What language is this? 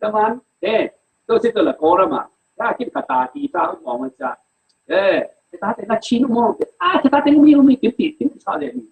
Falam Chin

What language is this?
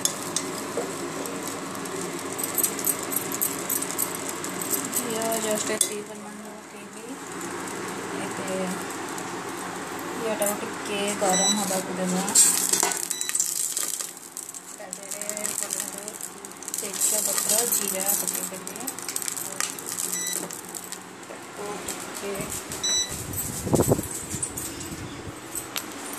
Odia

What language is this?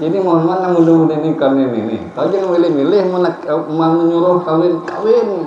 Banjar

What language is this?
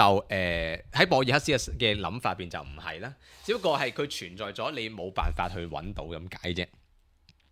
Cantonese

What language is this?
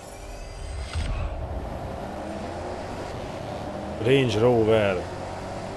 Hungarian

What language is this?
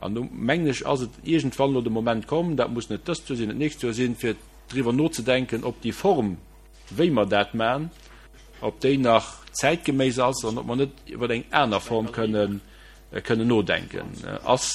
Luxembourgish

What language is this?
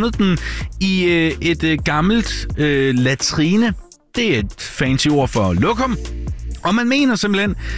Danish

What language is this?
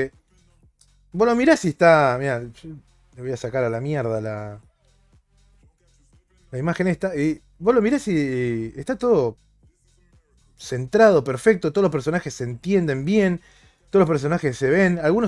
Spanish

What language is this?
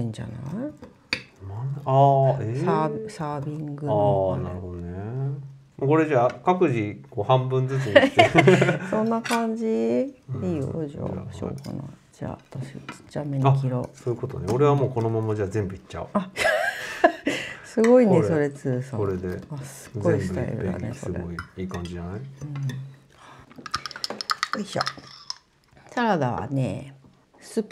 Japanese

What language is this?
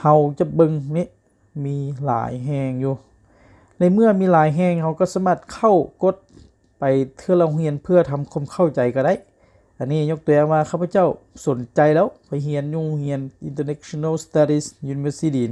Lao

